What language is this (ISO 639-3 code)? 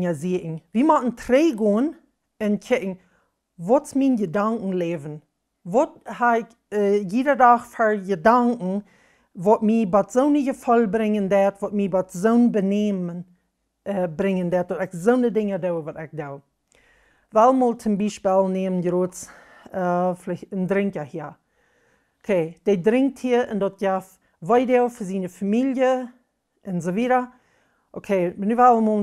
pdt